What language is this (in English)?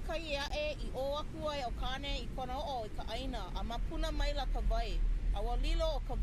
Hawaiian